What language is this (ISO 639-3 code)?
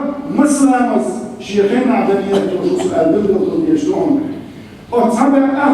che